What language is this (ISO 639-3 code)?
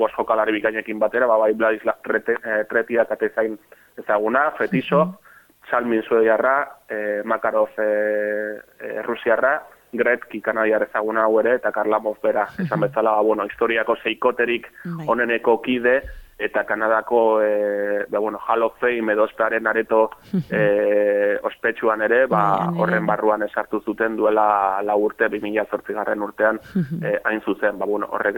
eus